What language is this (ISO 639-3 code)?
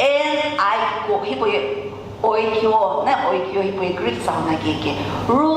nsm